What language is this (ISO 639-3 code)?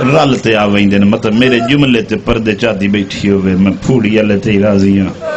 skr